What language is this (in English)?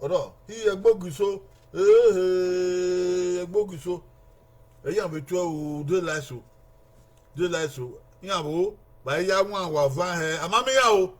Bini